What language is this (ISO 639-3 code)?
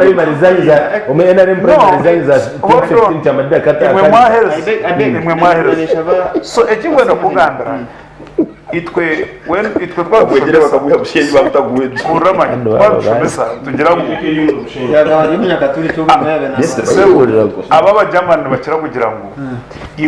nyn